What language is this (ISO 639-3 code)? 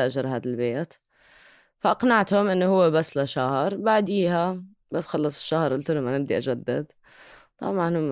apc